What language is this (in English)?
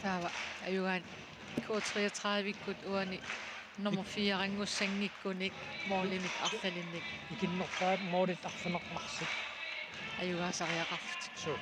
Kalaallisut